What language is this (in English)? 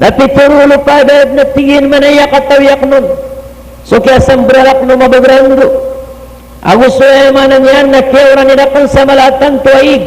Maranao